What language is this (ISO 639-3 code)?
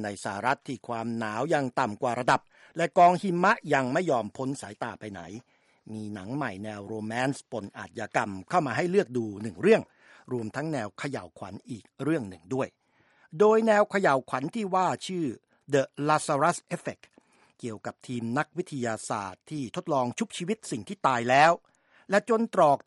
tha